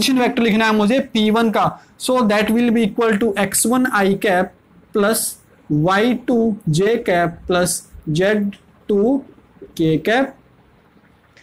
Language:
Hindi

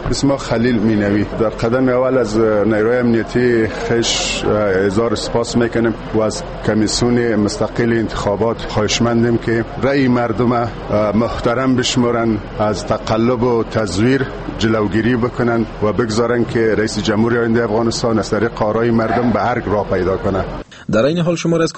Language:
Persian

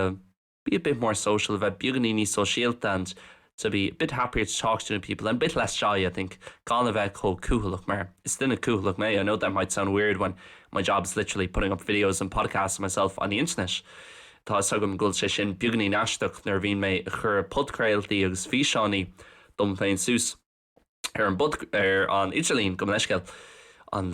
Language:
Irish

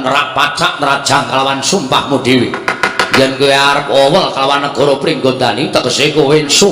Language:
Javanese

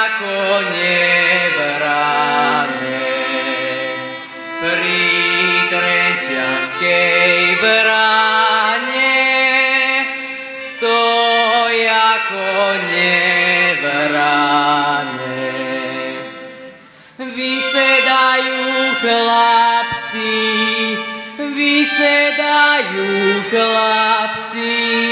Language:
Slovak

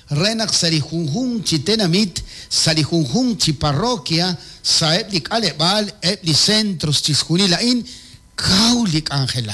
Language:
Kekchí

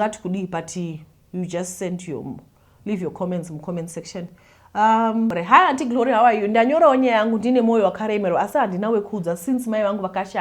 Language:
Shona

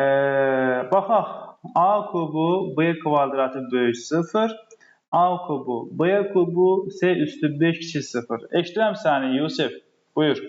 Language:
Azerbaijani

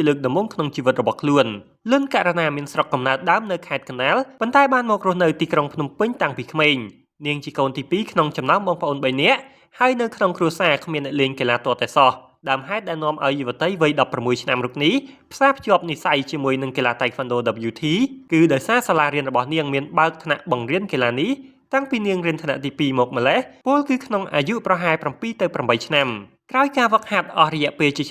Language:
Khmer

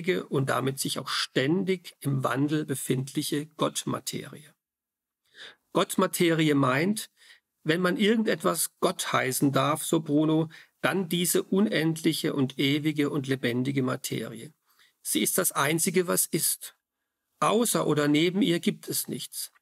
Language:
German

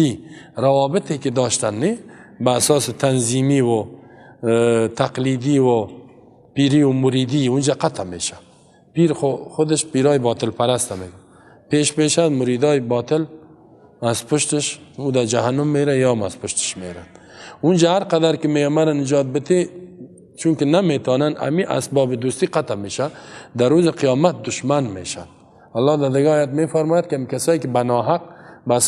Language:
Persian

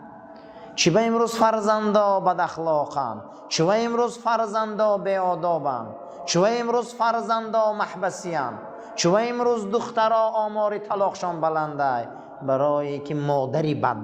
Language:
Tajik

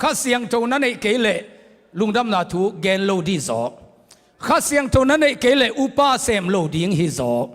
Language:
Tedim Chin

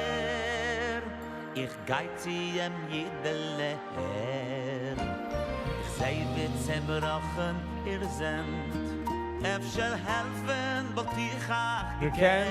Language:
Yiddish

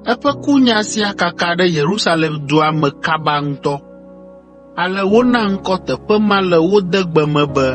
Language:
Ewe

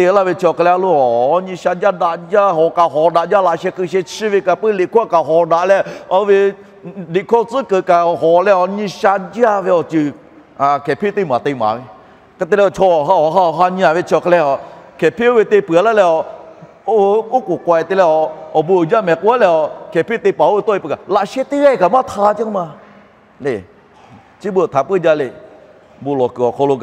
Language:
Lahu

